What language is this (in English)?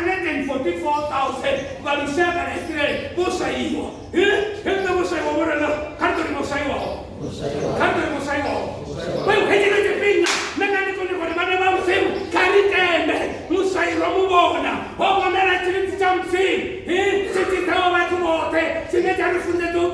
Venda